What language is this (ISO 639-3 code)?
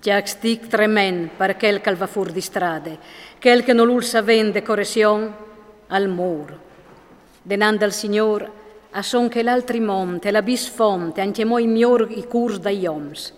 fur